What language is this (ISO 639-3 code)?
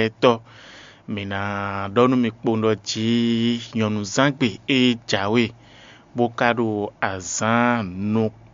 fon